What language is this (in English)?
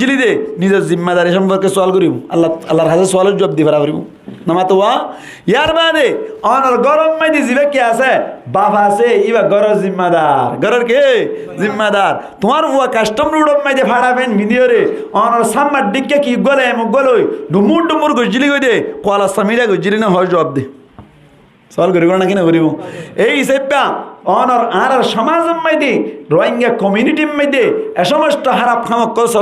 Rohingya